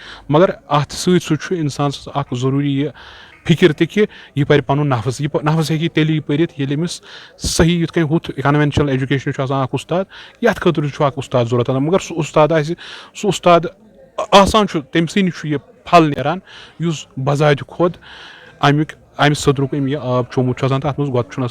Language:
Kashmiri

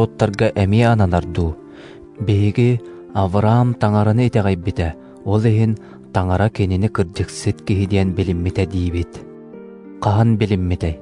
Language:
Yakut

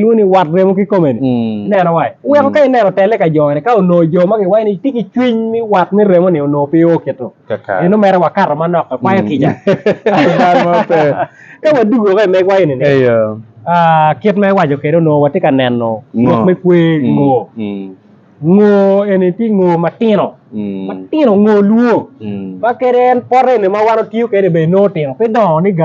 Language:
Acoli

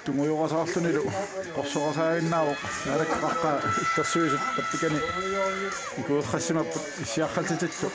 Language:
Kalaallisut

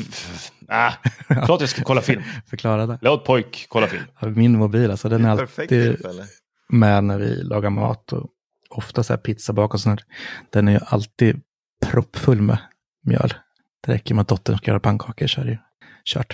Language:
Swedish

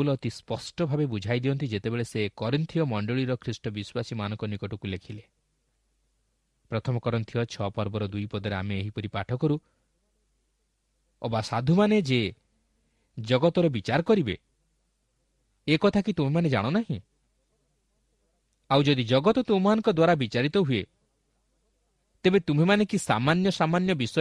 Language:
Odia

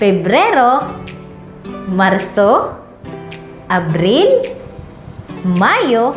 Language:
Waray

